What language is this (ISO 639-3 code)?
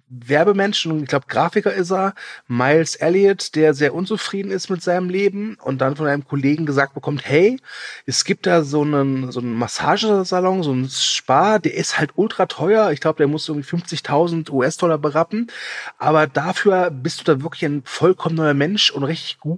deu